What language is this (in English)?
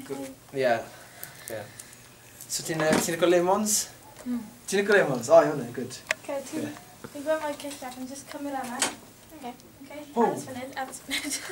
Welsh